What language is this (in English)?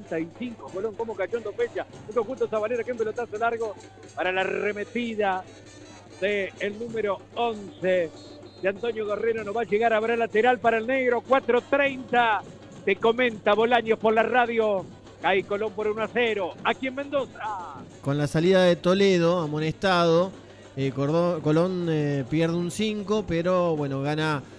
Spanish